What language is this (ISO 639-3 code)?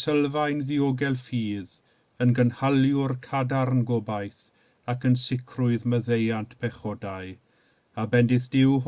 cym